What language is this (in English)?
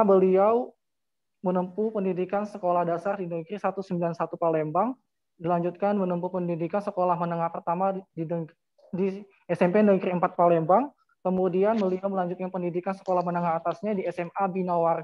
Indonesian